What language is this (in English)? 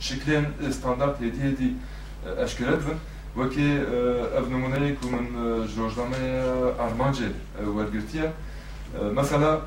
Kurdish